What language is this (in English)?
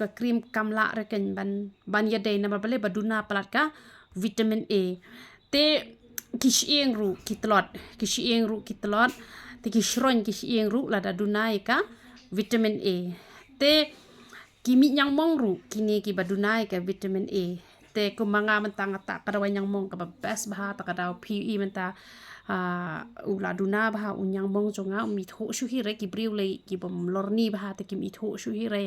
Khasi